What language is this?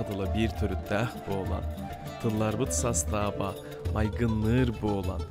Yakut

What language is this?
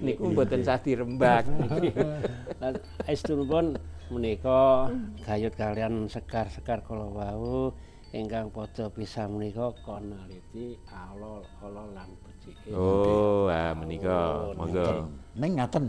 Javanese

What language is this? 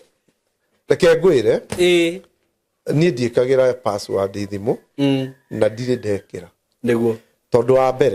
Kikuyu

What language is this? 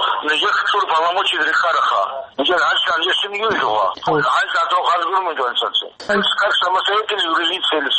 Avaric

